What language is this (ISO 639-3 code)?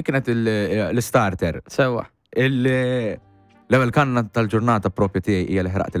mlt